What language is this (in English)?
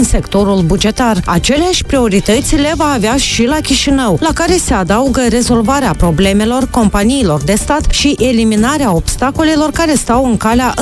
Romanian